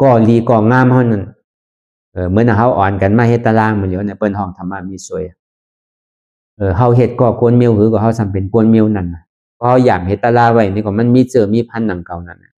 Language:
Shan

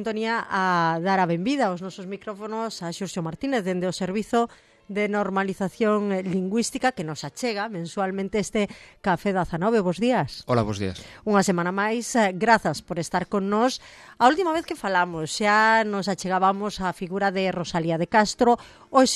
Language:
Galician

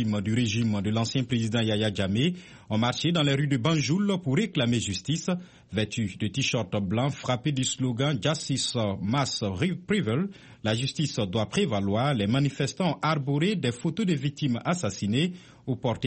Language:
French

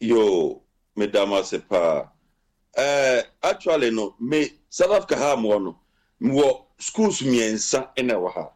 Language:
Akan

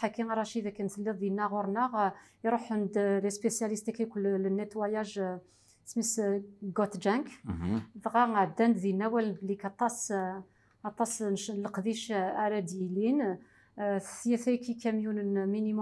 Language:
Kabyle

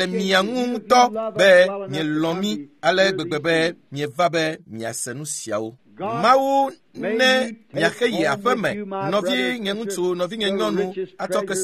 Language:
Ewe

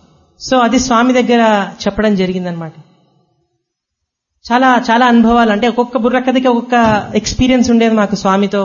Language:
Telugu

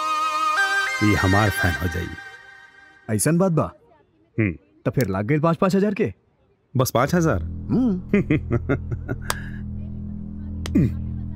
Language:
Bhojpuri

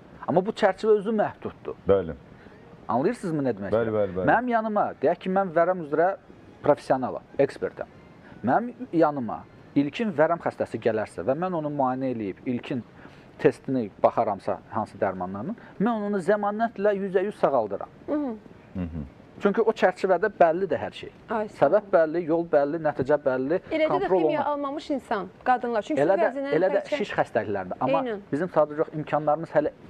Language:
Azerbaijani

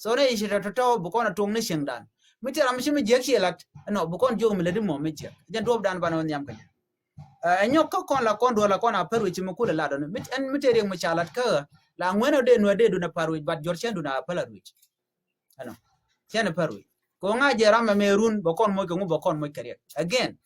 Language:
Nuer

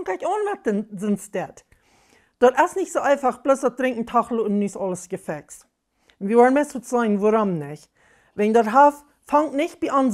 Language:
Plautdietsch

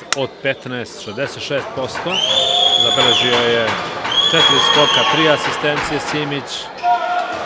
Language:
Serbian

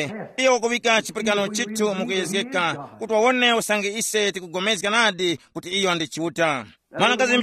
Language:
Tumbuka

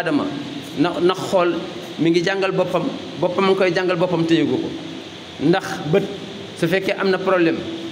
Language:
Wolof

